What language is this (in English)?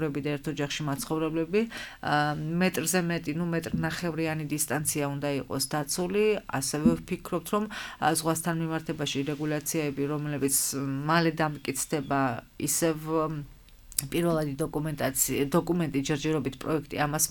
Georgian